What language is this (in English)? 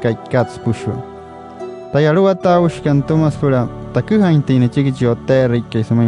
Wayuu